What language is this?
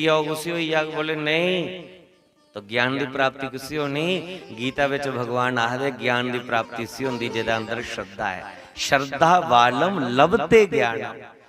Dogri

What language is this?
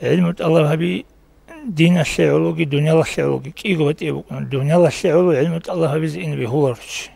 Avaric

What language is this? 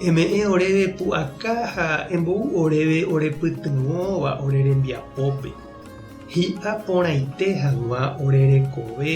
Guarani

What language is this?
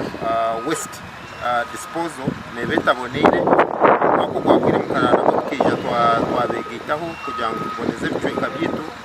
Nyankole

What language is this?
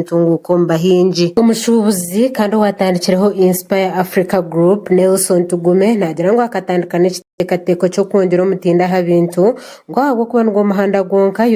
Nyankole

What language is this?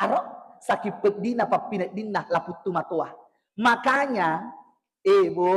Buginese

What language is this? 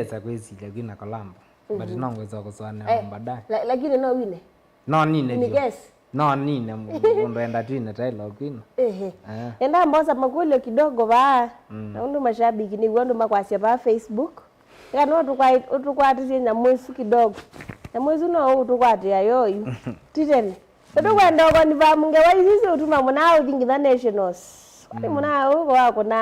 Kamba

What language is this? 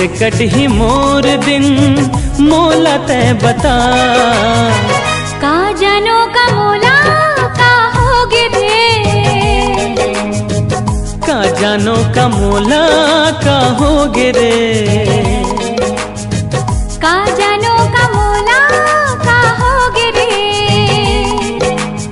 Chhattisgarhi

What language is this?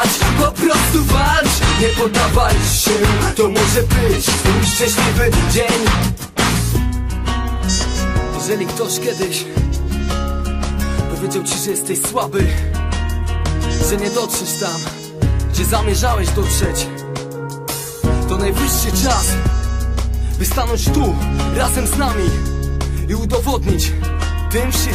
Polish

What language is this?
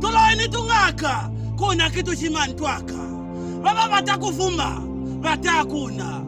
Lozi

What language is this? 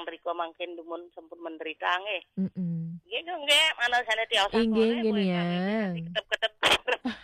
Balinese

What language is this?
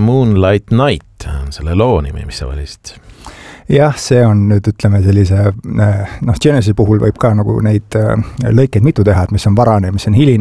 Estonian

